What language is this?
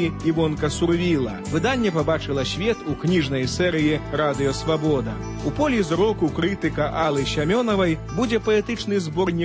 Belarusian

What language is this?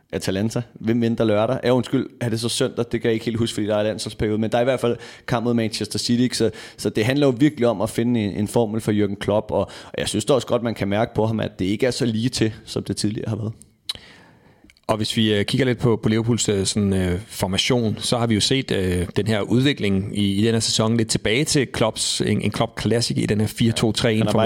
Danish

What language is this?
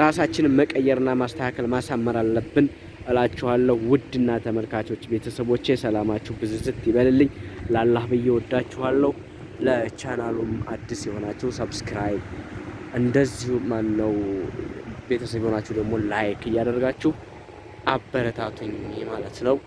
Amharic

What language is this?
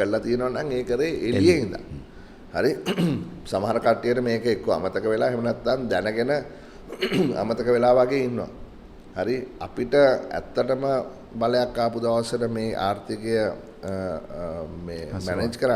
Sinhala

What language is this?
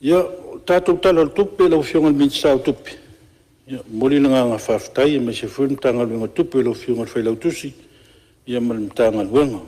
Samoan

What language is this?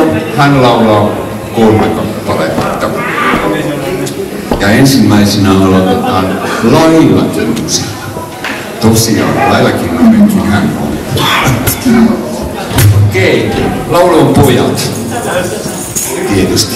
Finnish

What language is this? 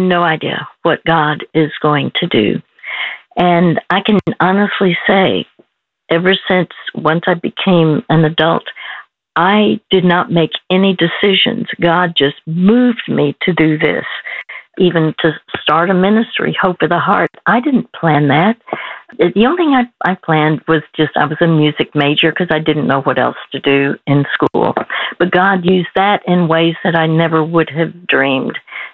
English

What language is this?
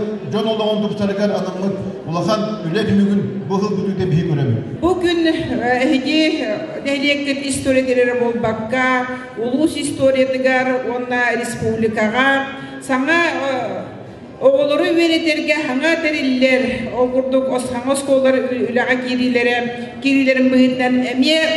Yakut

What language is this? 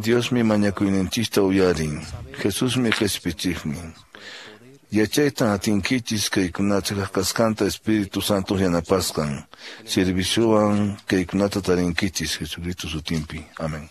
Quechua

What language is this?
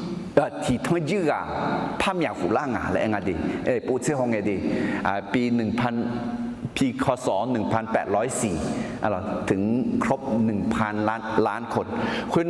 Akha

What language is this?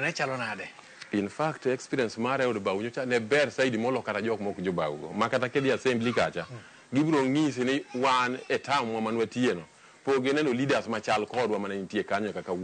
Luo (Kenya and Tanzania)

